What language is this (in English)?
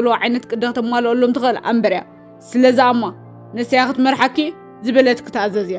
Tigrinya